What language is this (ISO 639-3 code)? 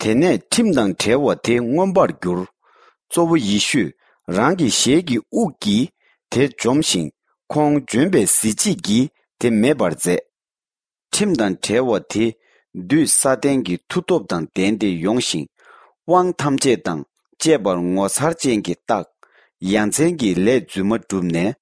bod